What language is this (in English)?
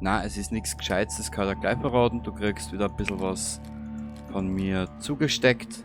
Bavarian